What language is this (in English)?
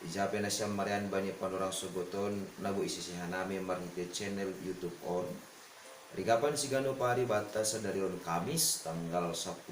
Batak Simalungun